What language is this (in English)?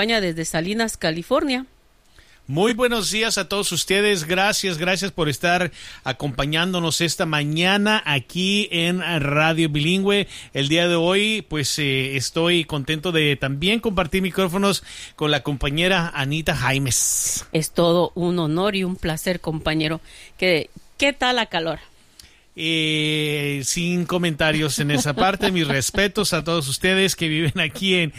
Spanish